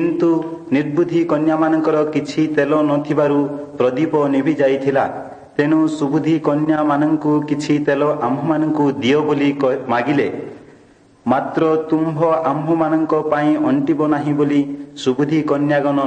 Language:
Odia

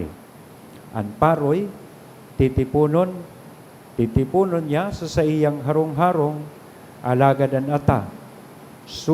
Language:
Bikol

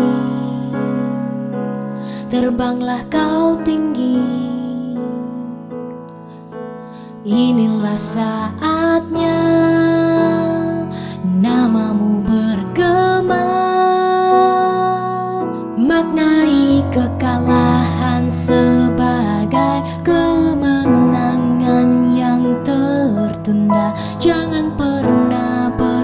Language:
Indonesian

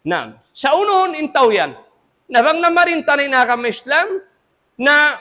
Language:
Tausug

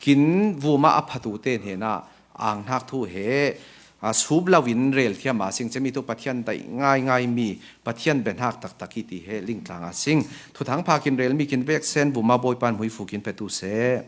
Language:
Falam Chin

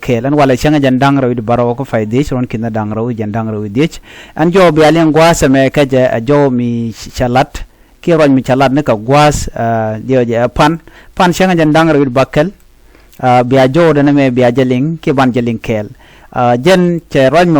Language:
Nuer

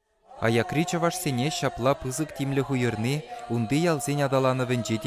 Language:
Chuvash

